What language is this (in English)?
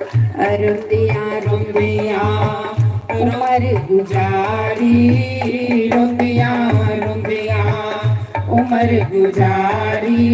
Dogri